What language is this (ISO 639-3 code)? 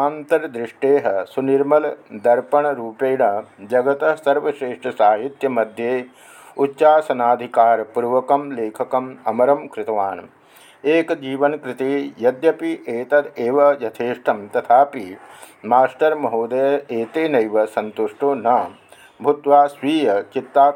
san